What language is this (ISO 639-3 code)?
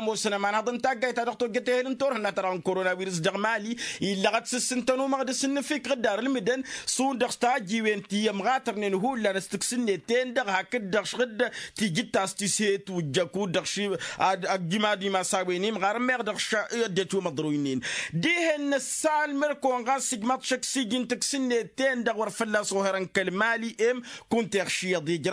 taq